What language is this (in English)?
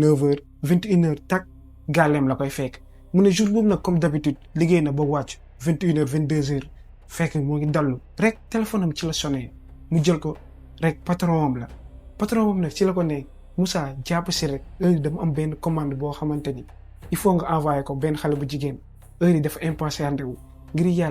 Wolof